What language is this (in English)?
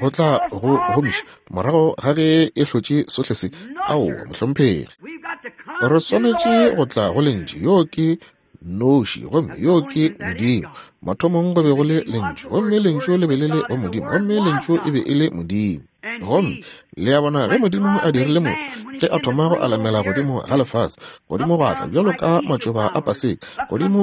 Northern Sotho